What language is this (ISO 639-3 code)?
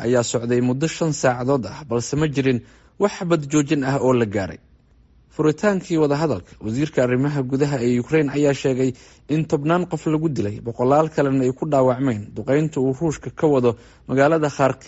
som